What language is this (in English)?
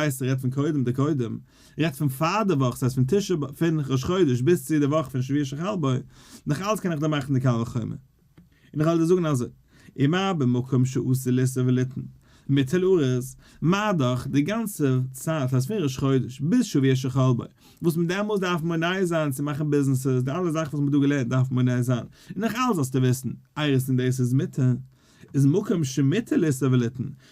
Yiddish